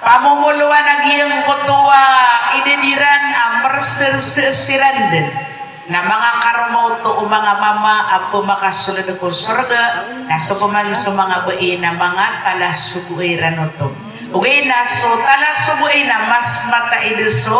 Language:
Maranao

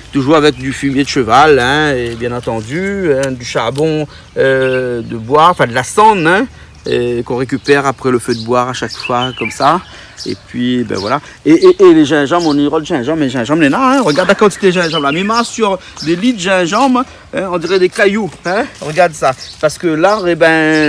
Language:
Réunion Creole French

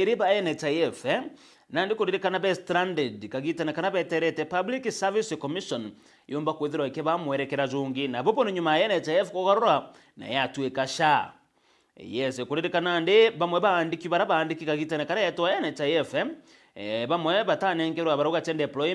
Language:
Meru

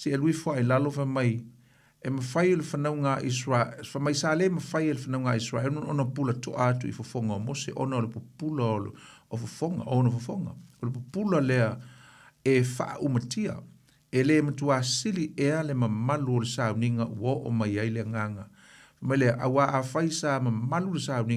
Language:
Samoan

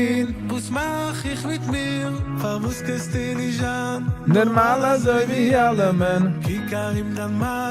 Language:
Yiddish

